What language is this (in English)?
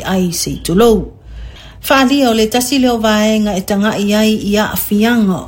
Samoan